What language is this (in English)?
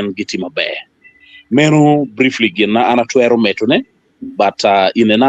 Acoli